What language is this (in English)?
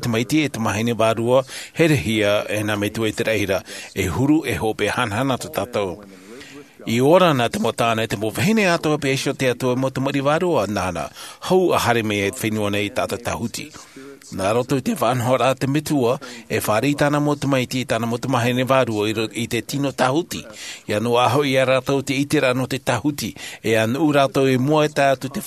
Tahitian